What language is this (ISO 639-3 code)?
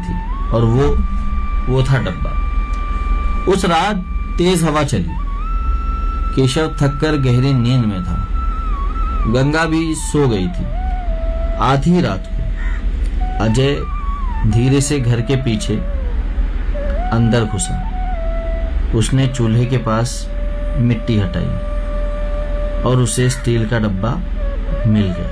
hin